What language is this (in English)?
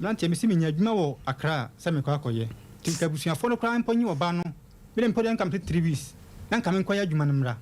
Akan